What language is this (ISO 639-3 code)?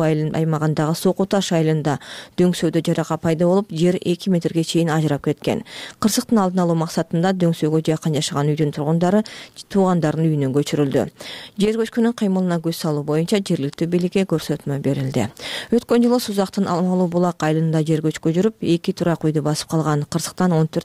kir